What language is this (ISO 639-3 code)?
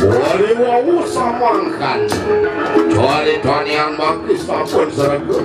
ban